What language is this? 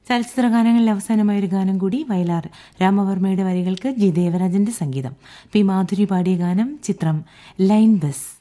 Malayalam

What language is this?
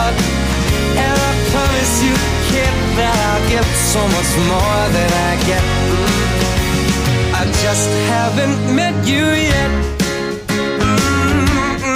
English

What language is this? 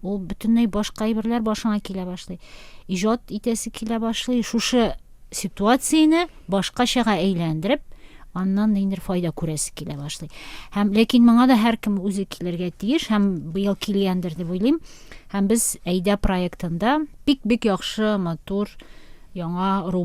Tatar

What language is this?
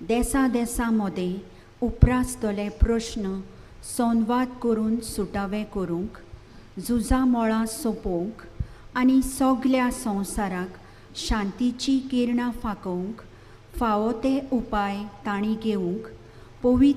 Konkani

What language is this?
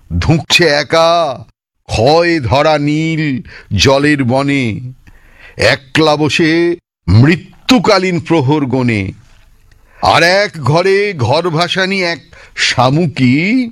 Bangla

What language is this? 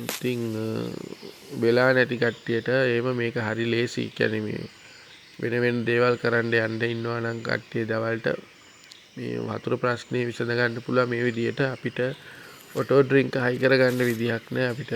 Sinhala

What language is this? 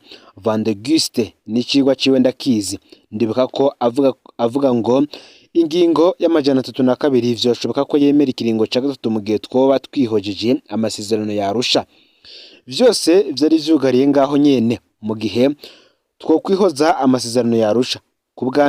Rundi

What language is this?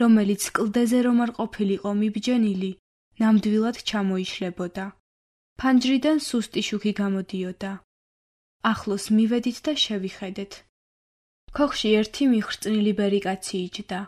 Georgian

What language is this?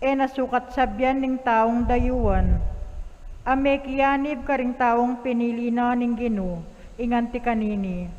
Pampanga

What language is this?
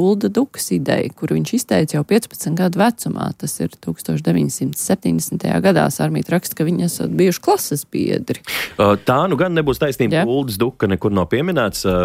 Latvian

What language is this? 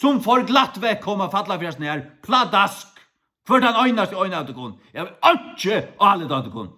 Faroese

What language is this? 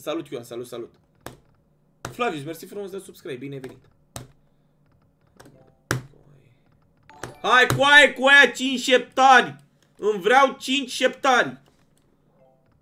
Romanian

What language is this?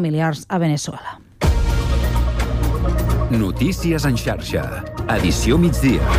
Catalan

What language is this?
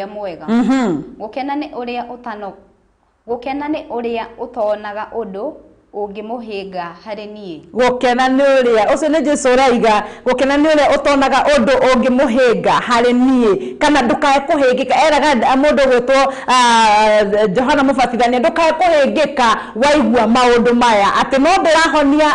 Kikuyu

